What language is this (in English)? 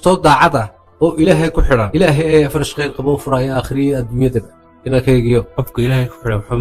Somali